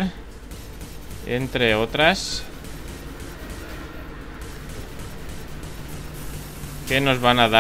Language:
Spanish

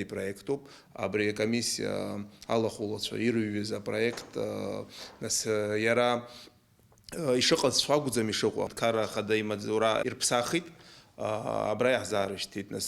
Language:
Abkhazian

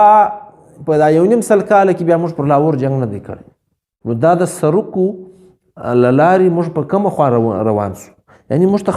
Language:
Pashto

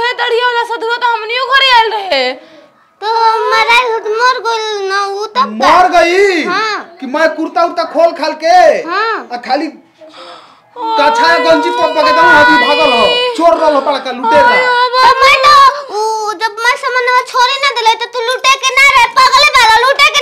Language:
Bhojpuri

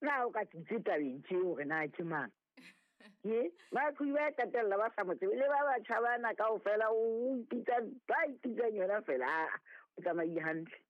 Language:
Southern Sotho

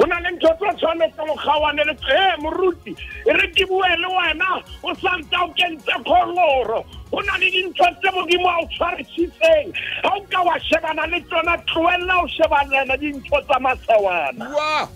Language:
Southern Sotho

